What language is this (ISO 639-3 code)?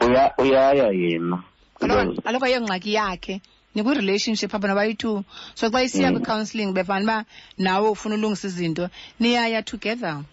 xho